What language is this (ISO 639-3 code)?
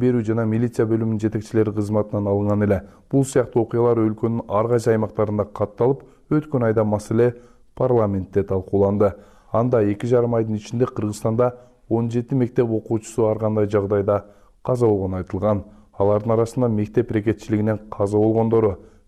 kir